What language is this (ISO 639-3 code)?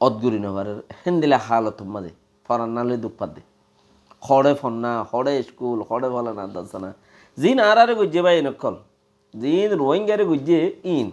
rhg